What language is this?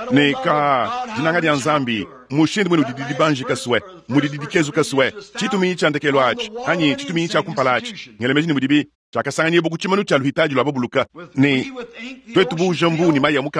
Luba-Lulua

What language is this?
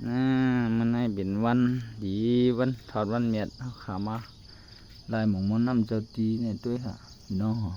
Shan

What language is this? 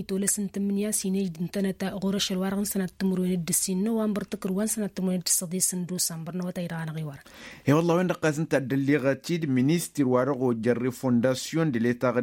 Tamasheq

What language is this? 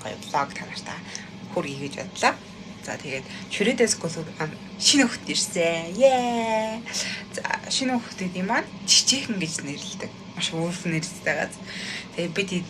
Mongolian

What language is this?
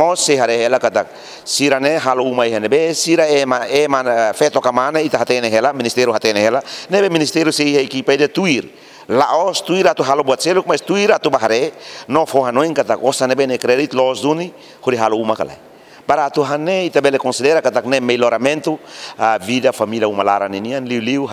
Tetum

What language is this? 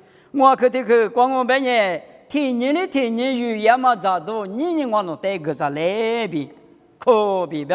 Lisu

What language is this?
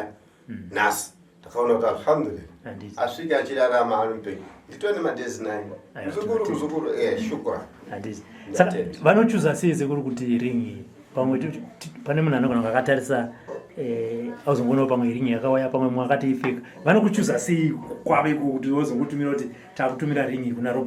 Shona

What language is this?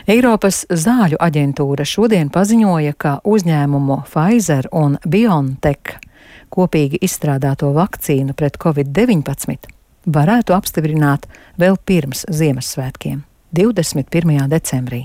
Latvian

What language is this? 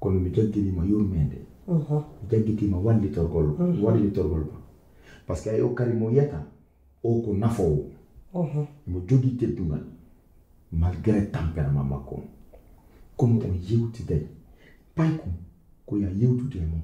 Pular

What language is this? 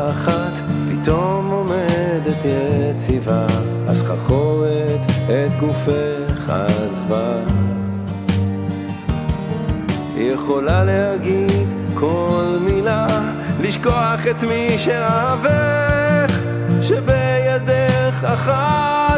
Hebrew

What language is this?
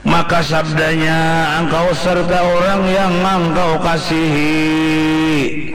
Banjar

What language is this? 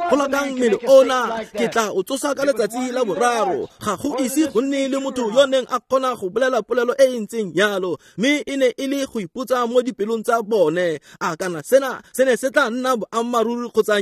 Tswana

